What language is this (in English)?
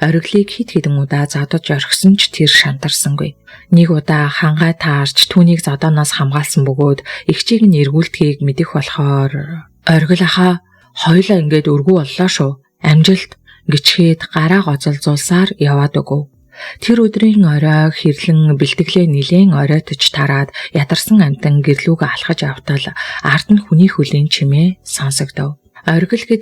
Mongolian